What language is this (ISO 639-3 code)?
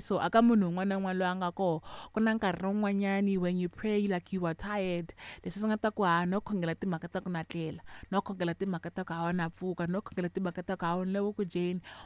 tso